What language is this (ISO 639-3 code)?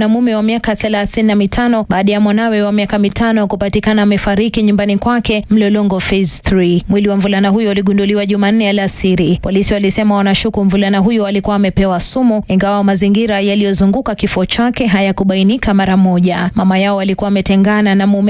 swa